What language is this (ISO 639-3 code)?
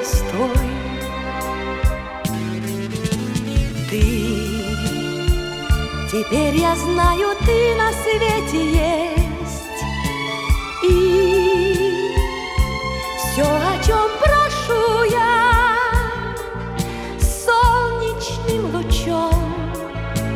rus